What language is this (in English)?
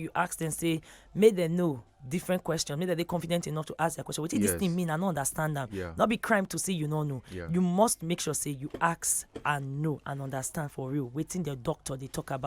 Nigerian Pidgin